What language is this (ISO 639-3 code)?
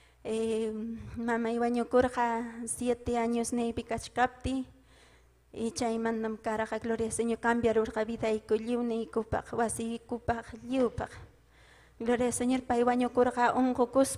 quy